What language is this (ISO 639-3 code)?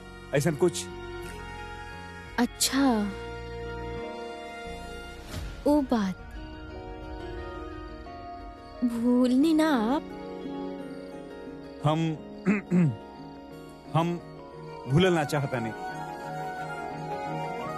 bho